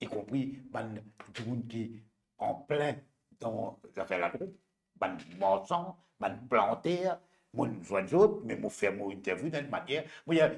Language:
Morisyen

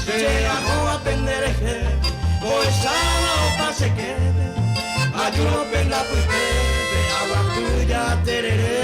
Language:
Guarani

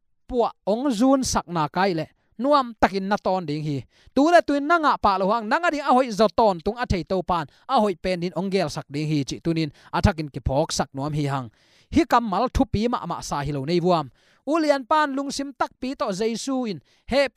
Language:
Tedim Chin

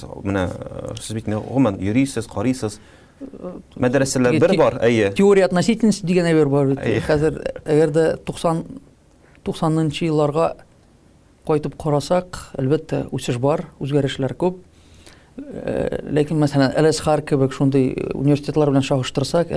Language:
Tatar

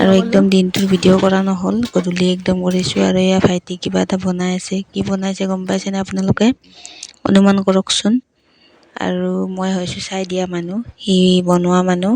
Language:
Assamese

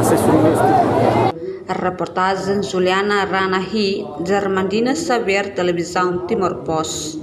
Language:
Tetum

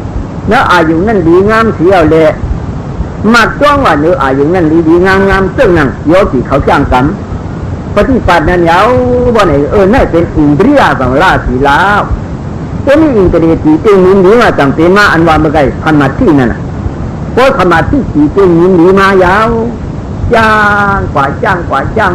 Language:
Shan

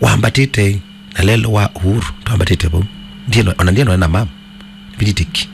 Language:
Kamba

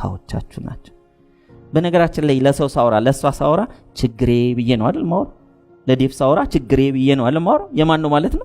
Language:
Amharic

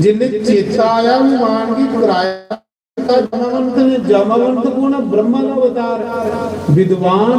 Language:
Dogri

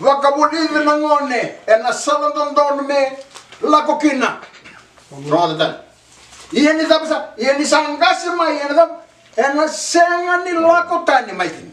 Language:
Fijian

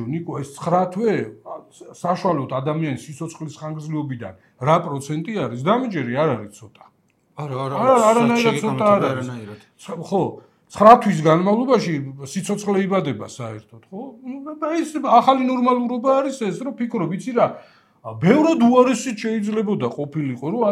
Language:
Georgian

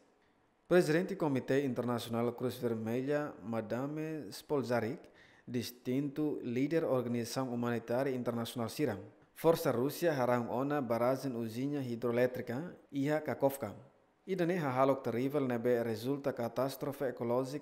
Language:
Tetum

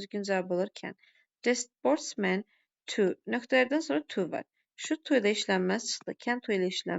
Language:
Azerbaijani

